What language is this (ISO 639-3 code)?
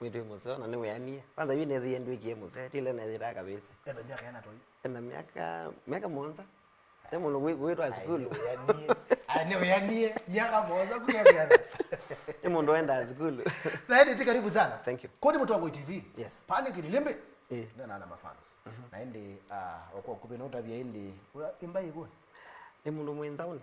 kam